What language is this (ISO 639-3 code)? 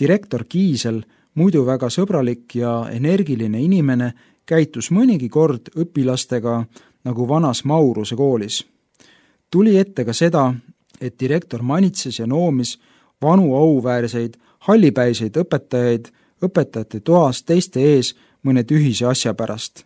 est